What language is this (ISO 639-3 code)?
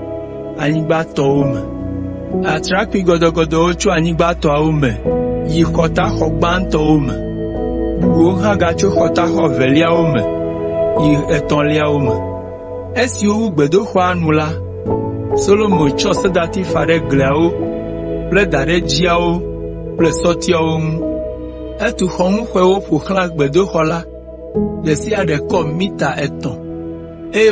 ewe